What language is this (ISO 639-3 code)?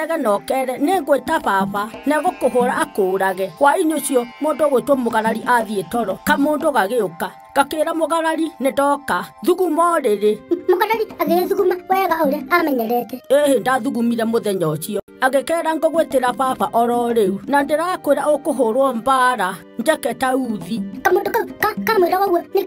kik